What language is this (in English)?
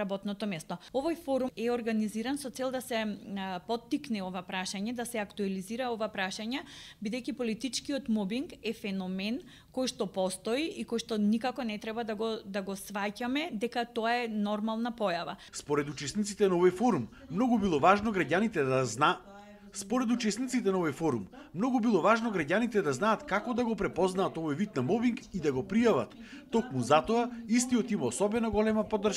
Macedonian